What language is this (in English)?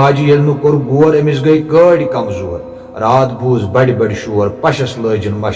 Kashmiri